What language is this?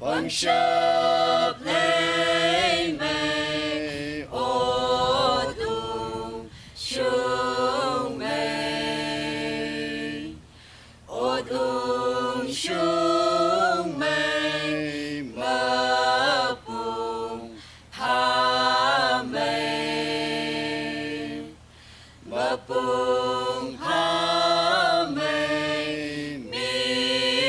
Tangkhul Naga (India)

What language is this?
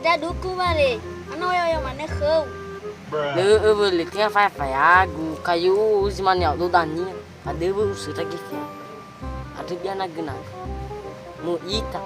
Nias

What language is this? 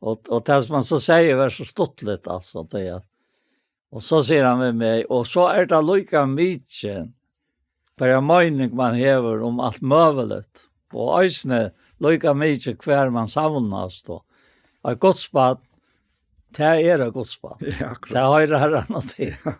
Faroese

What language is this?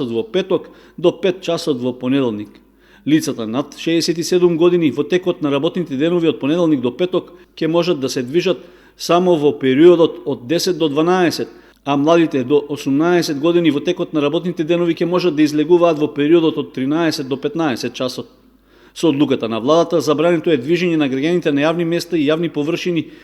Macedonian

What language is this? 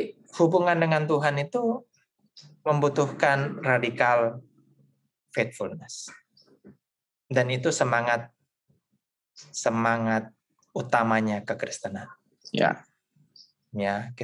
Indonesian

